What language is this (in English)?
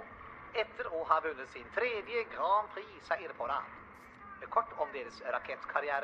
Norwegian